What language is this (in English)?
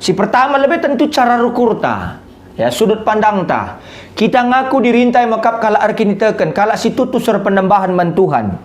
Batak Karo